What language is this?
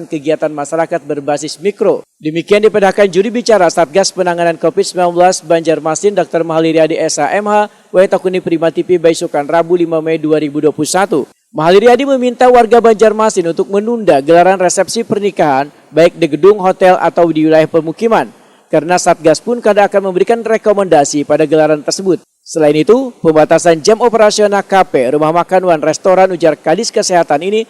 Banjar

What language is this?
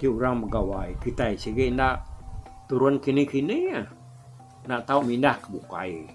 Iban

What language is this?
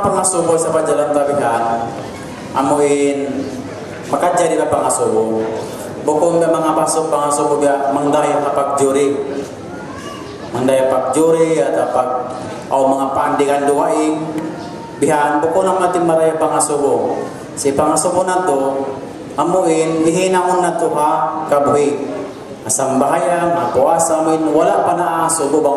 Tausug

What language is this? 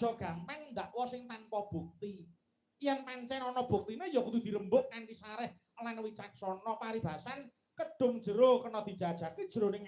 Javanese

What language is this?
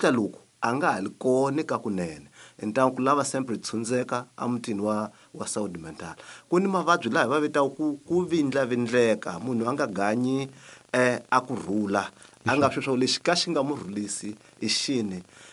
Tsonga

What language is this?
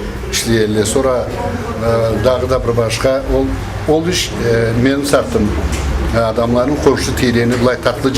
Karachay-Balkar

